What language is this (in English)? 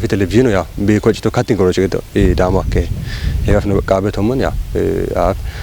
Kafa